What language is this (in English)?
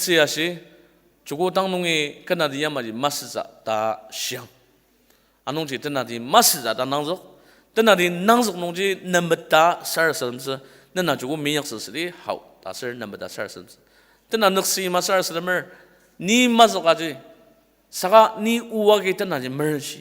Ao Naga